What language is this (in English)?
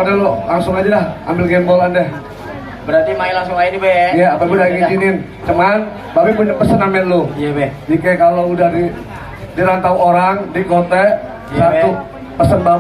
Betawi